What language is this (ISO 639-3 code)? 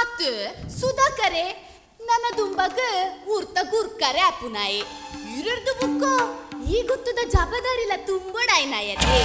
tcy